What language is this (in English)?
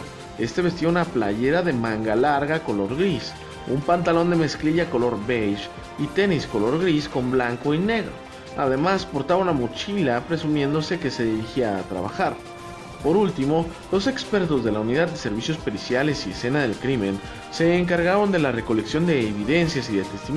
Spanish